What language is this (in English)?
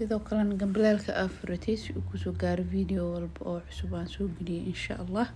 Somali